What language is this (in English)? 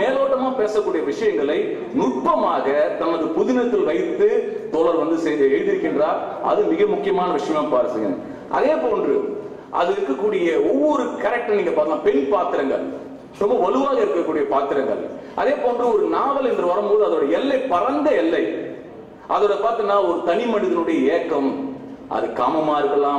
Tamil